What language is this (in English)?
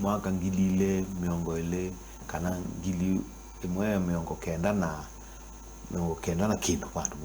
Kamba